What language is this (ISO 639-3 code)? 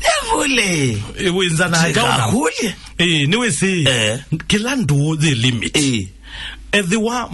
kam